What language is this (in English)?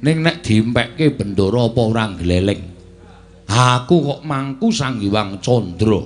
Javanese